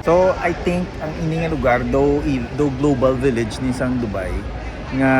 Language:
Hiligaynon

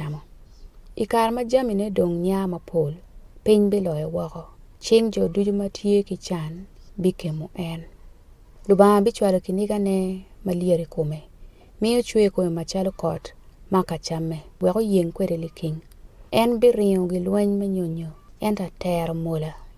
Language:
Acoli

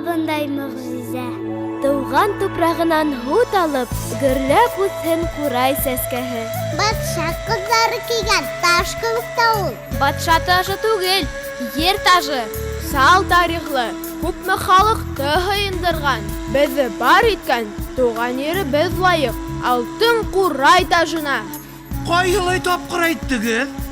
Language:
Bashkir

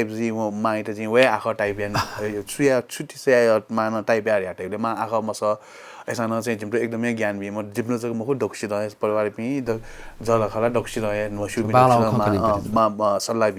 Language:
Newari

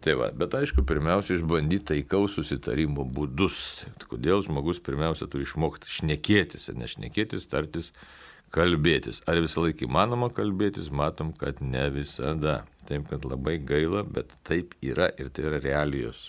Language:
Lithuanian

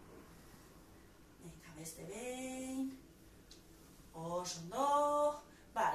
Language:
Basque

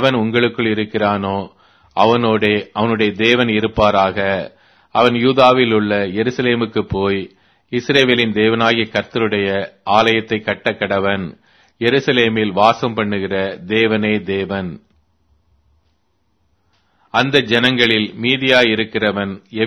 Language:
Tamil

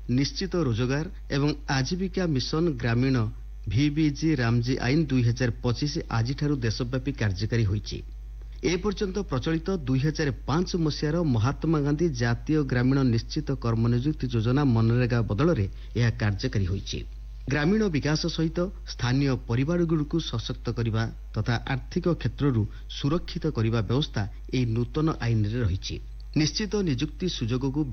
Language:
Odia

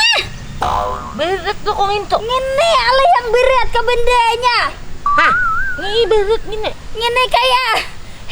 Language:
Banjar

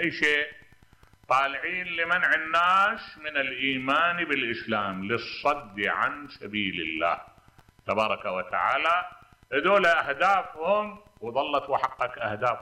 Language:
Mesopotamian Arabic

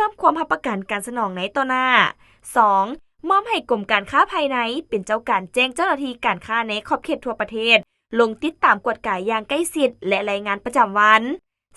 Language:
Lao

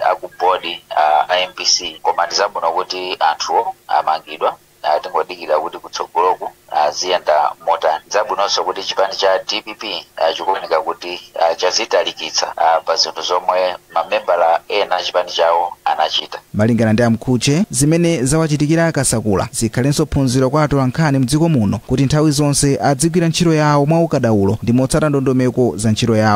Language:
Nyanja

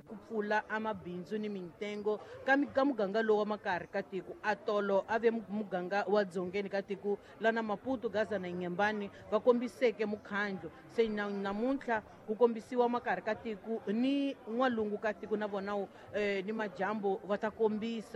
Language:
Tsonga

